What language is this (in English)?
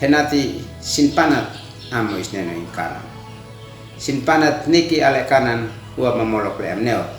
Uab Meto